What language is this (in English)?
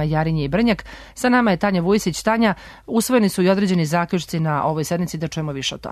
Serbian